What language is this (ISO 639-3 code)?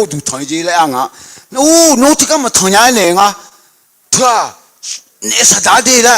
ahk